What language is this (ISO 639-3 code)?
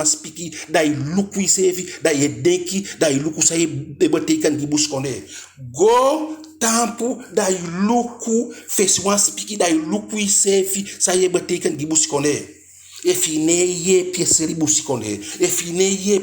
djk